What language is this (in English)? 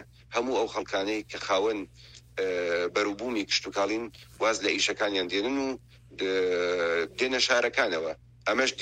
Central Kurdish